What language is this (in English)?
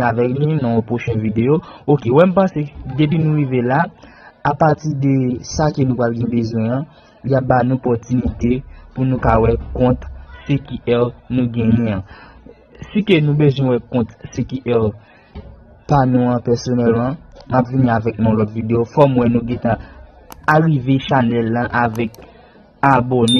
Haitian Creole